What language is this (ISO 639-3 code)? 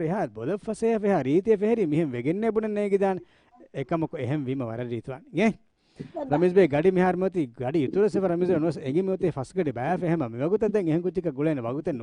div